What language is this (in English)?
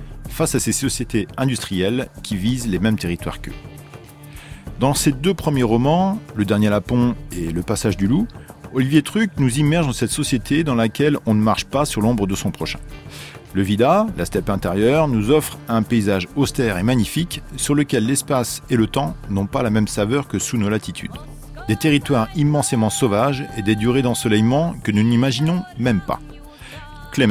French